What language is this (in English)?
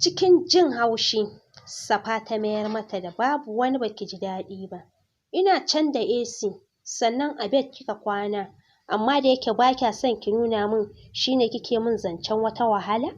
Hausa